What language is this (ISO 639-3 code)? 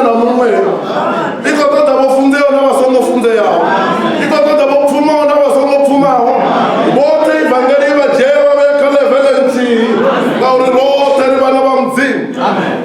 ven